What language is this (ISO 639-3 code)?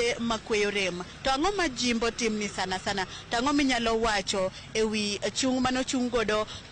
luo